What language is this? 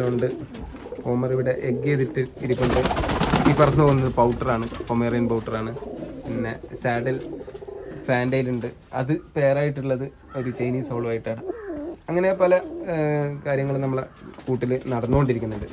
Malayalam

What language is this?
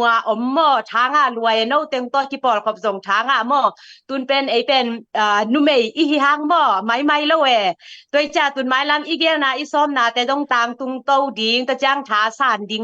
Tedim Chin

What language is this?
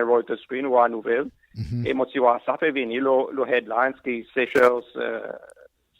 Seselwa Creole French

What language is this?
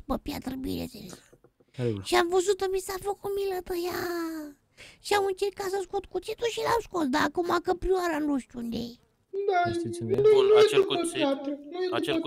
Romanian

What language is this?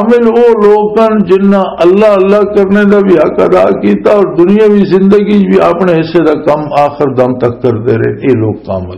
Western Panjabi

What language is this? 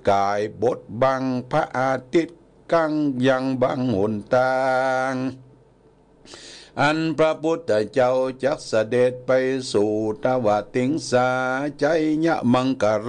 Thai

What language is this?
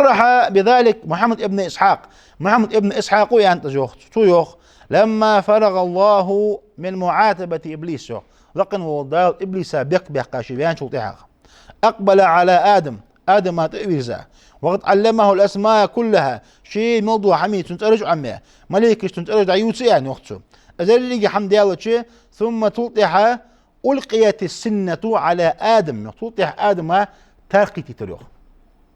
Ingush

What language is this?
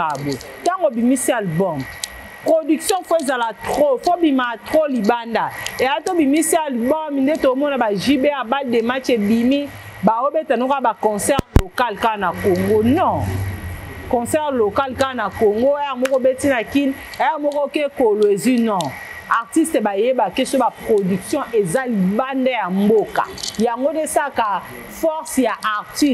Lingala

